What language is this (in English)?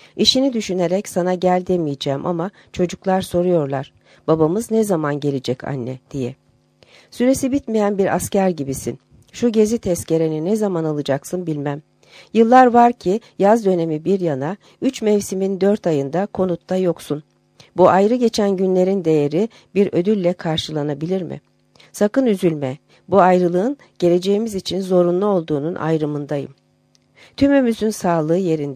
Turkish